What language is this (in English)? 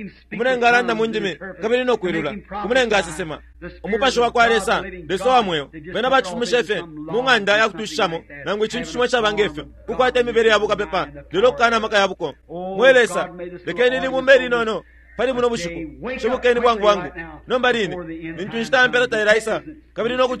Bemba